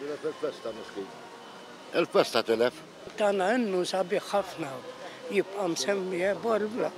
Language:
Maltese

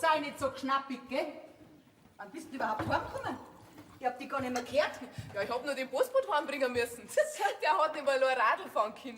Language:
Bavarian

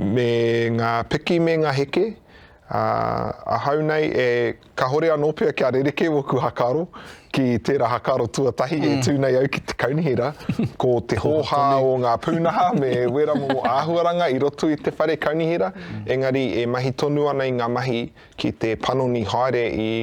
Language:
Māori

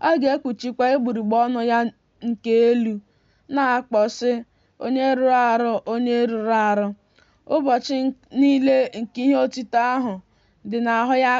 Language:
Igbo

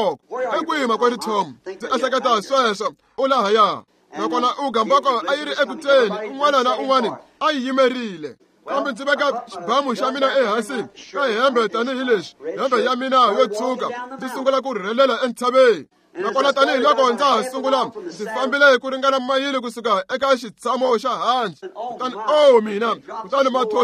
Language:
Tsonga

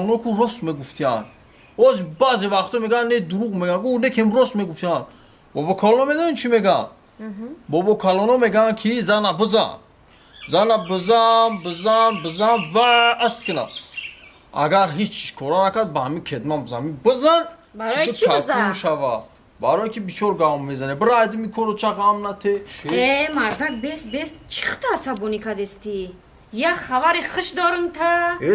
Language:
Tajik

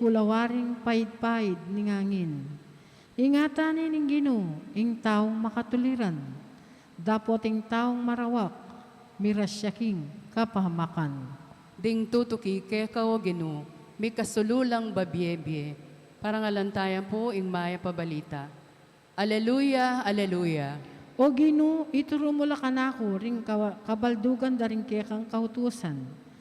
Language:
Pampanga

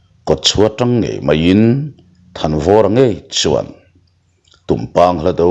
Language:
Mizo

